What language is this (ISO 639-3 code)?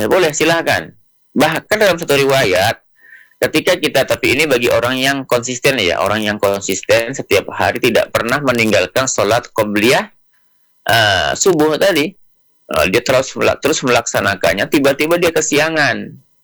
ind